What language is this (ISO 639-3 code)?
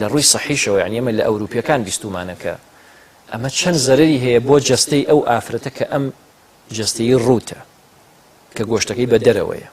ckb